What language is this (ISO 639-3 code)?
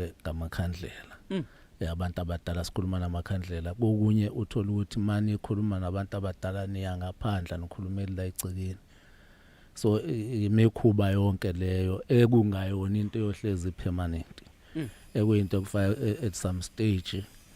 zul